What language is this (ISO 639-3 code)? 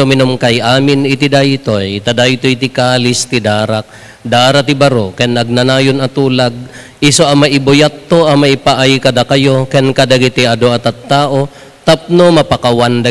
ilo